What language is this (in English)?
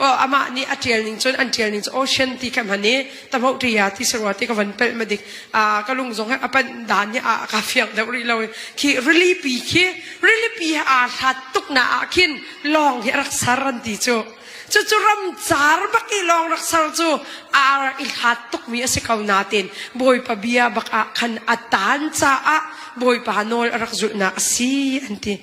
Hakha Chin